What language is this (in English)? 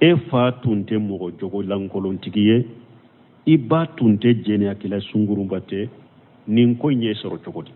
Bambara